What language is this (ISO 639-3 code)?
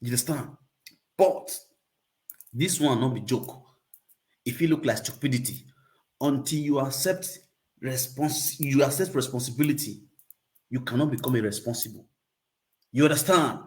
pcm